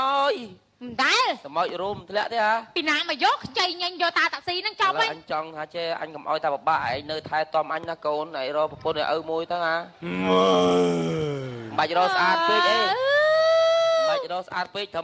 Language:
Khmer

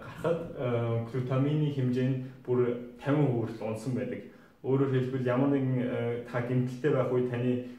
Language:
Mongolian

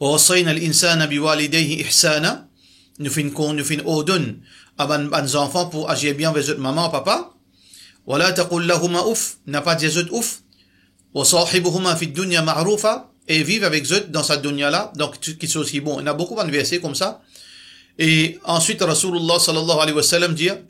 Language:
Morisyen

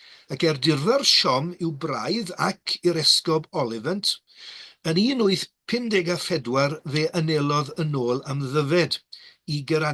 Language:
Welsh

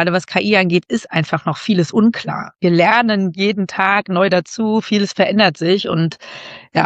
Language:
German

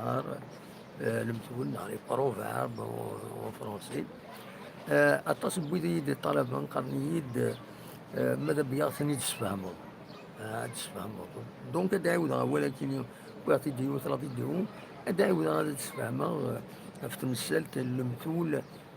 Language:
Kabyle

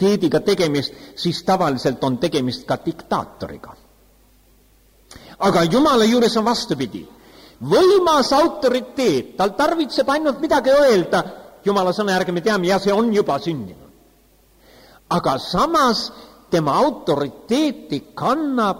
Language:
Estonian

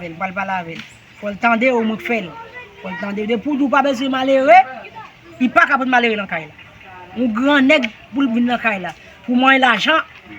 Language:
Haitian Creole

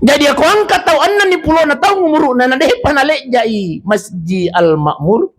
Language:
Buginese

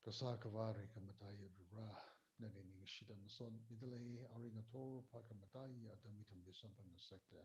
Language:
Tangkhul Naga (India)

